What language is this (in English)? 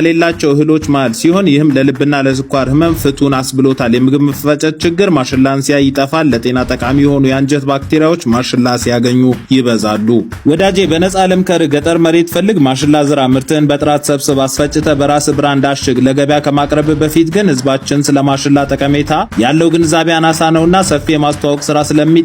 Amharic